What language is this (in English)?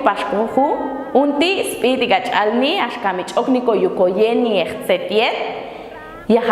Popti'